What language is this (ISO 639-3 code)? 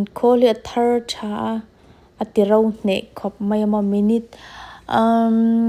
lus